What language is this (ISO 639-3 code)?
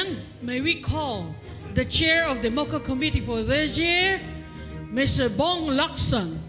pam